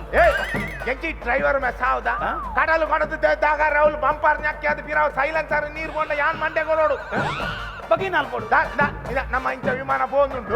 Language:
Tulu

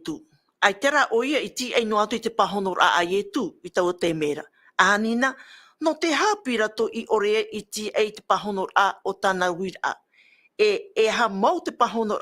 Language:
Tahitian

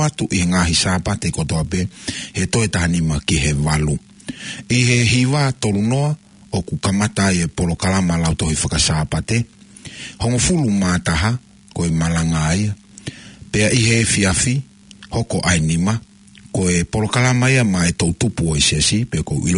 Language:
Tongan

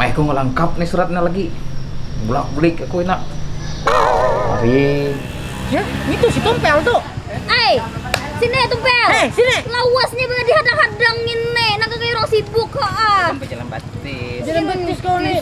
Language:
Banjar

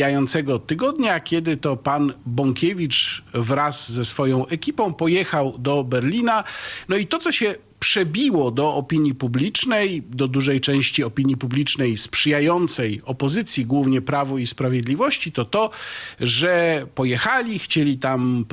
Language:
Polish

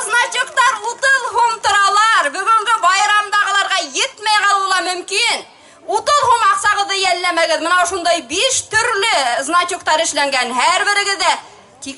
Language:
Bashkir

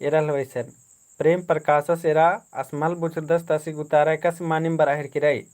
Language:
Kurukh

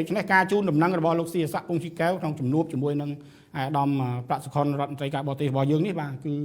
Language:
Khmer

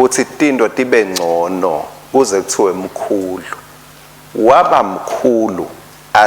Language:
Swati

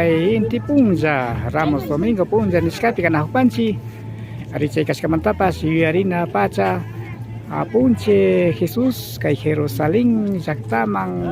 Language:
Imbabura Highland Quichua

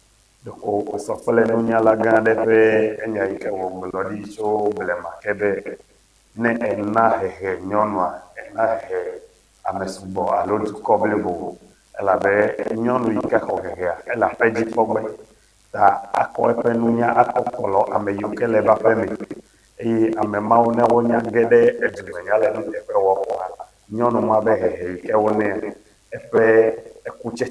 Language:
Ewe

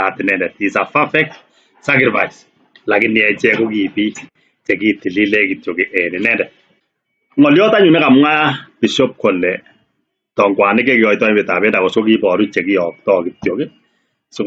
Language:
Kalenjin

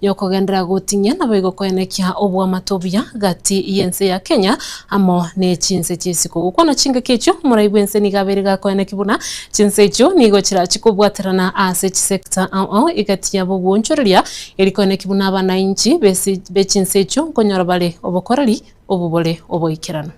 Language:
Gusii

